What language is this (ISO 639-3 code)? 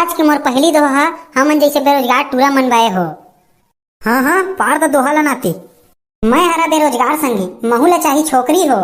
hne